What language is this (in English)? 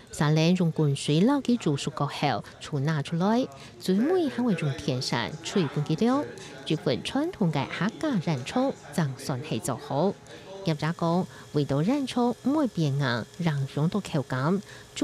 Hakka Chinese